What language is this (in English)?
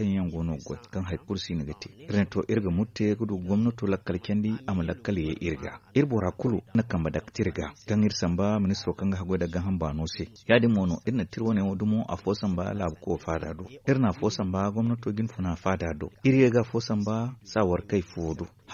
Zarma